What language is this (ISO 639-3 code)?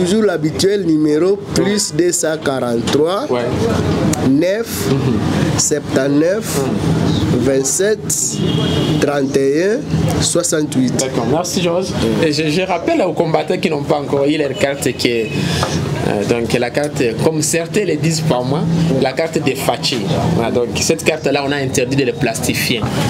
fra